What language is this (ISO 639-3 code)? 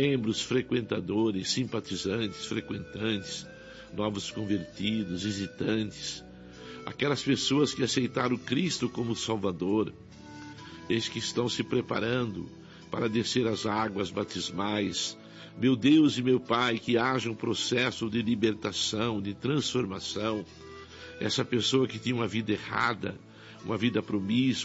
por